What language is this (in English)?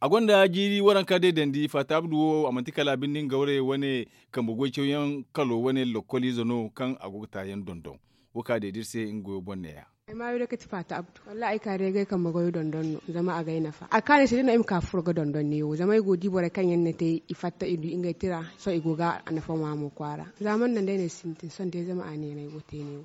Zarma